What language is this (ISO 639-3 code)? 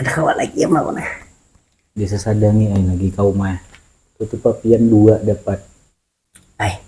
bjn